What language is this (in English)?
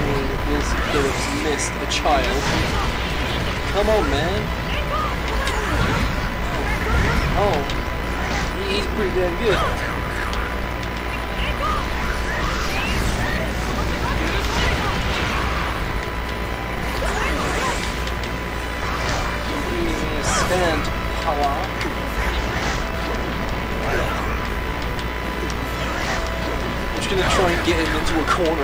English